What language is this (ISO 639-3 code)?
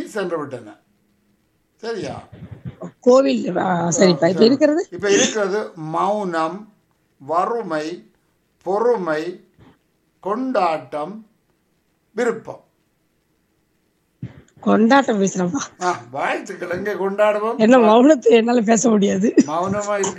tam